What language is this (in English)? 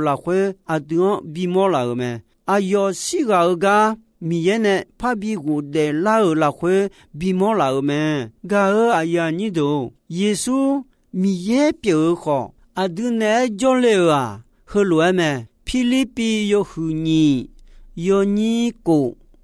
Akha